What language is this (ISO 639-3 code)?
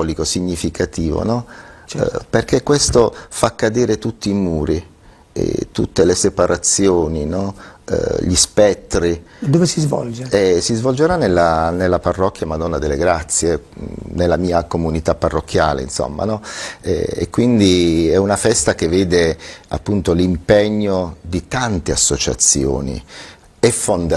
ita